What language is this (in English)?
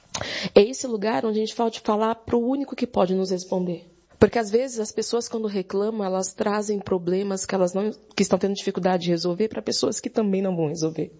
Portuguese